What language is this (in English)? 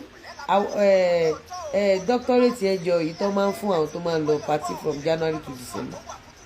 Yoruba